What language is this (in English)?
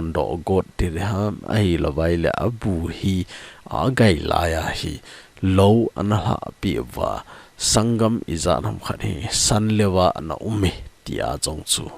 Thado Chin